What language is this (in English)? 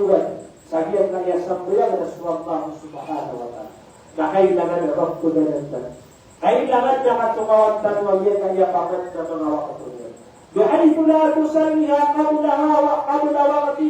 Maranao